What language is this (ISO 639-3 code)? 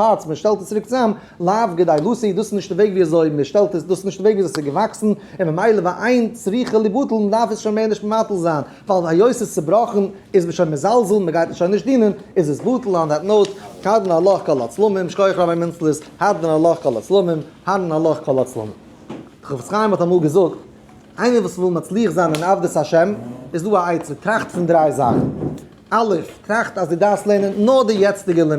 yid